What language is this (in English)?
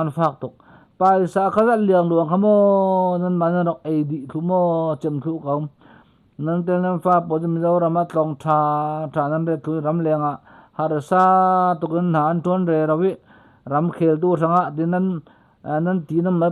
Falam Chin